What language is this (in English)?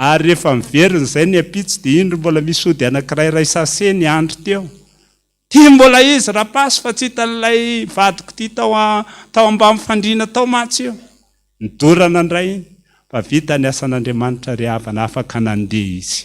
Malagasy